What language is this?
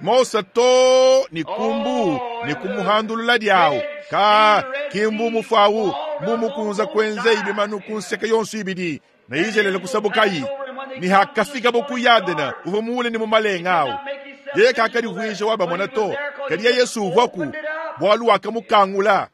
Luba-Lulua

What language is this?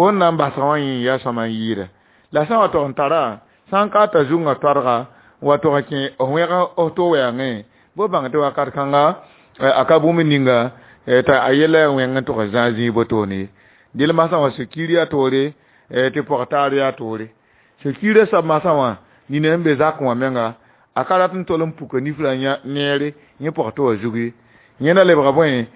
Mossi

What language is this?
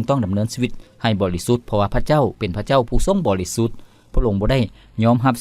Lao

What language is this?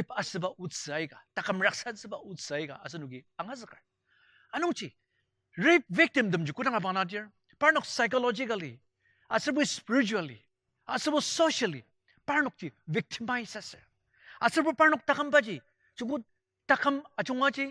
Ao Naga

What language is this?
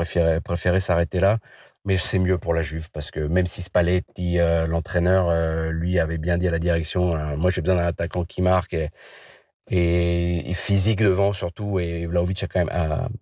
French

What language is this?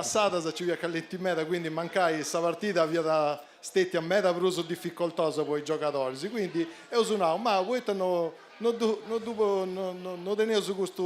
Sardinian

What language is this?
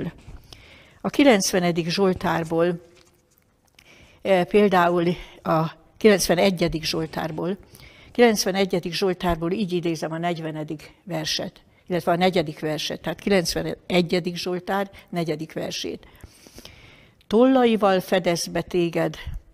Hungarian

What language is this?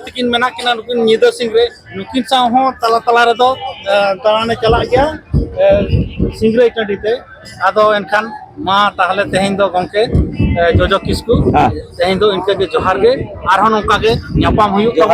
Santali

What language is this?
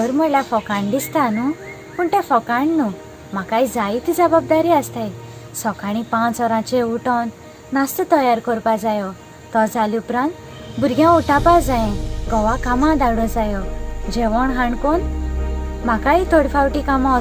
Konkani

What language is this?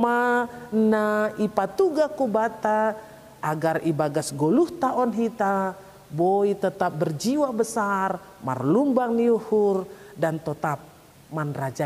Batak Simalungun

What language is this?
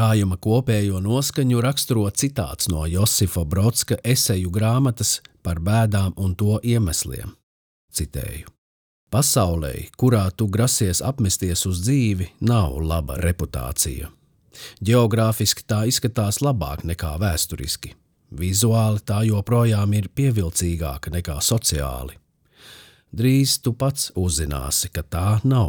Latvian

